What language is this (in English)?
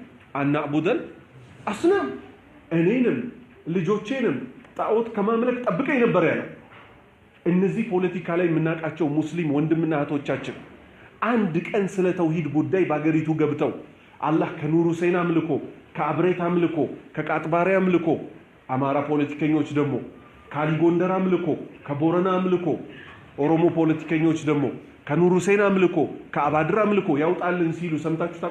Amharic